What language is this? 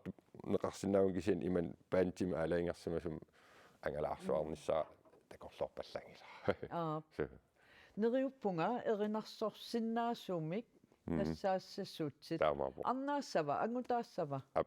Kalaallisut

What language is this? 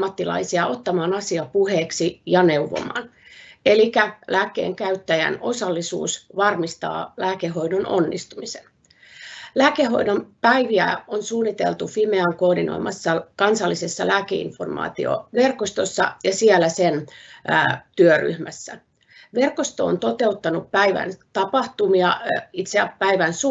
Finnish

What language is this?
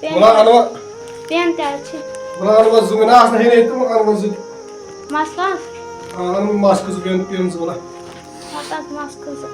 Kashmiri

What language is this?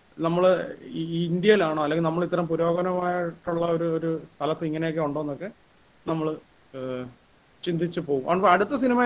Malayalam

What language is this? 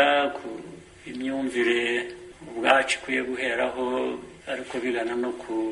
Kinyarwanda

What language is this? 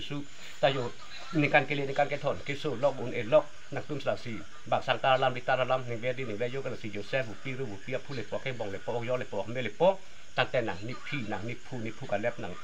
Karbi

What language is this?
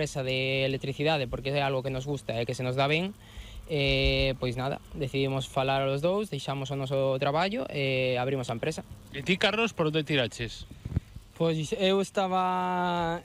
Galician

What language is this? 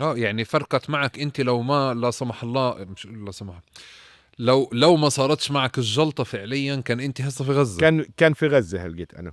North Levantine Arabic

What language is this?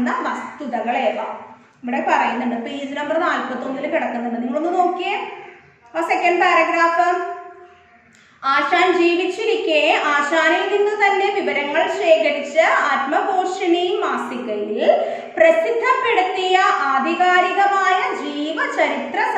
Malayalam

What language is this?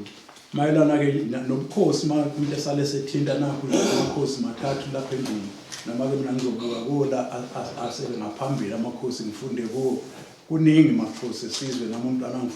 Zulu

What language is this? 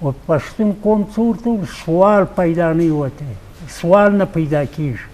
Eastern Balochi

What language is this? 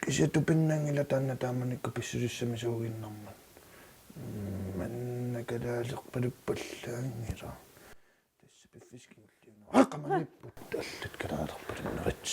Kalaallisut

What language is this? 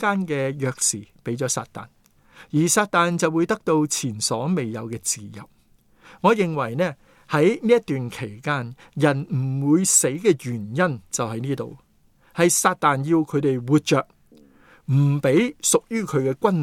Cantonese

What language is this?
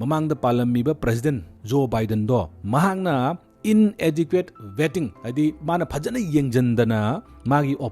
Manipuri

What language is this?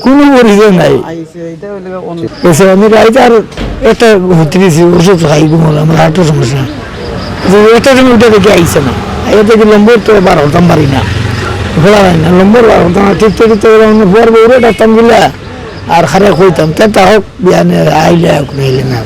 Sylheti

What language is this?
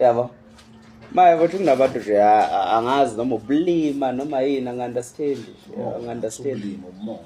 Zulu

